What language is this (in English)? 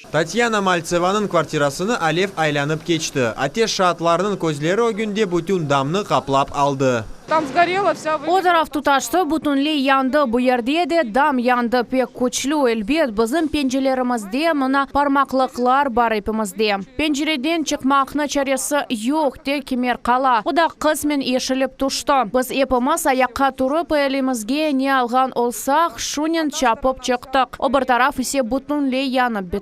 Crimean Tatar